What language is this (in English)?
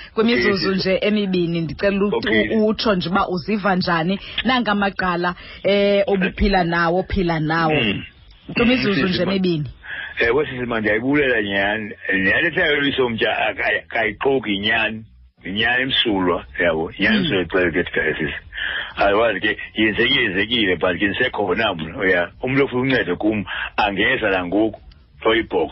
Xhosa